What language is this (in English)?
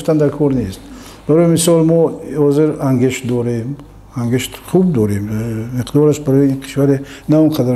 Tajik